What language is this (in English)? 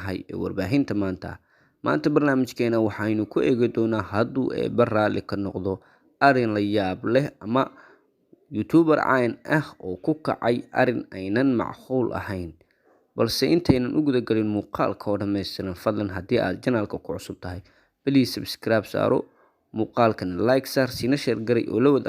Somali